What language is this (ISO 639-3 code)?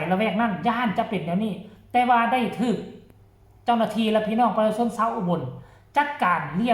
tts